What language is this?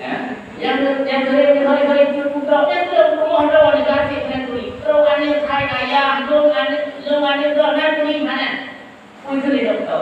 Achinese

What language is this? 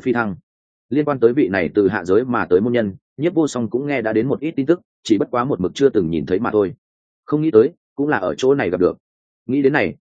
Vietnamese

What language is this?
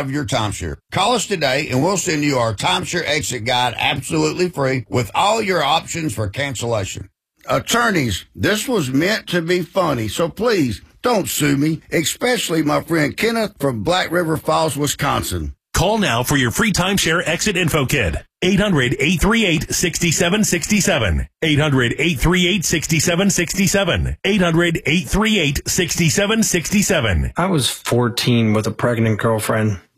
English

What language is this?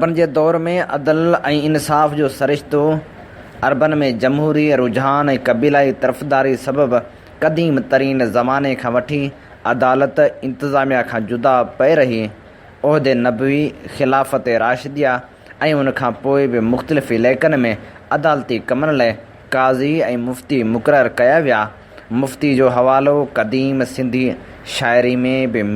Sindhi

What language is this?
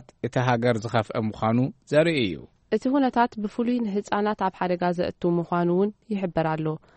Tigrinya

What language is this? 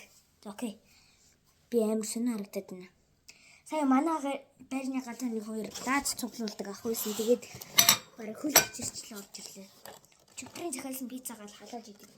Mongolian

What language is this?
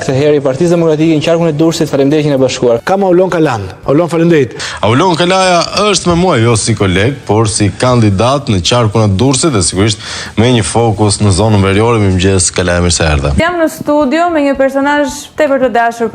Albanian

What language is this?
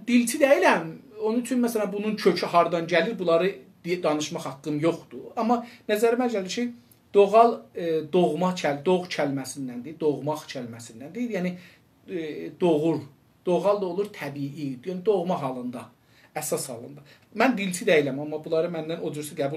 South Azerbaijani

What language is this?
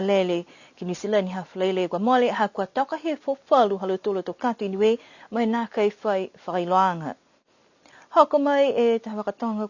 Niuean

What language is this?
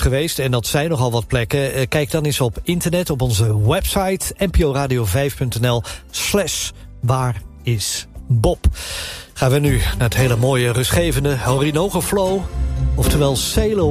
Dutch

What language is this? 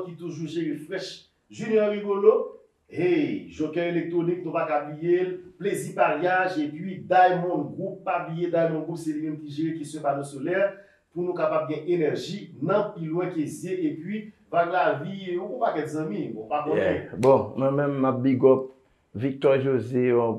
Haitian Creole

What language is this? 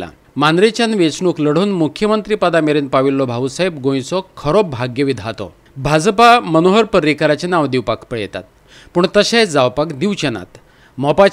Konkani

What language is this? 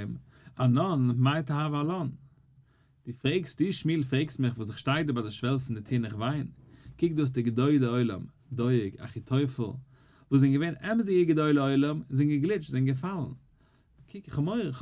Yiddish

